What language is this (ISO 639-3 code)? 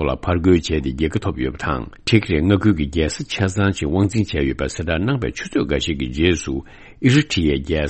bod